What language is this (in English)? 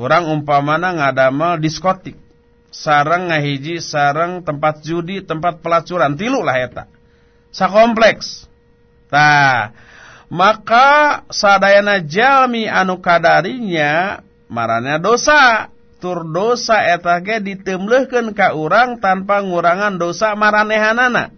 Sundanese